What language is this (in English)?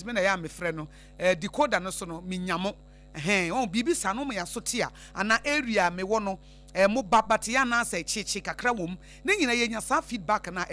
Akan